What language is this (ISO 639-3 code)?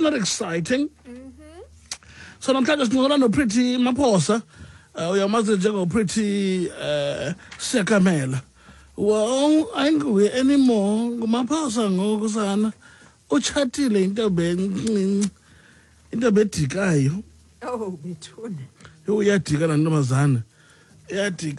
xho